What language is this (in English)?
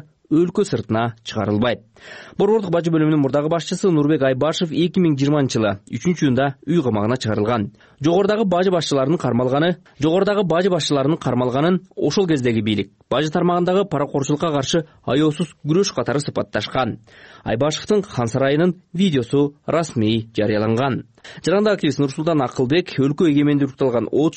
Kyrgyz